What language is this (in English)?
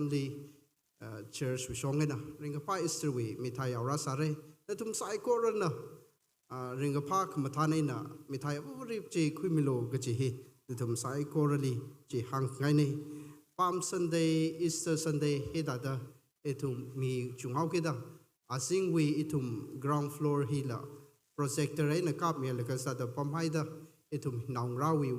Tangkhul Naga (India)